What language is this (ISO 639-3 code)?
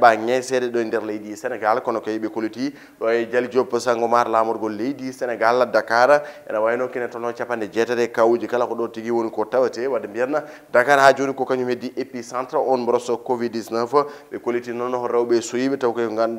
ful